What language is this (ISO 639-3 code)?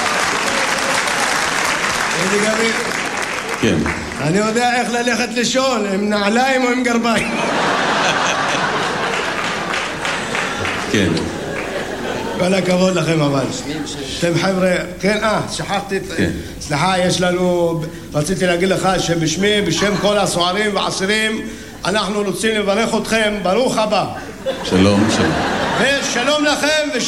heb